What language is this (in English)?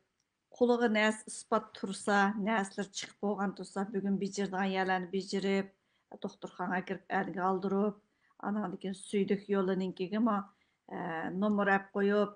Uyghur